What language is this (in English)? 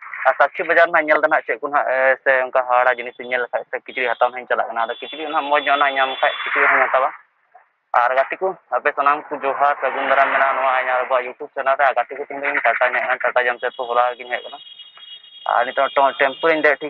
Santali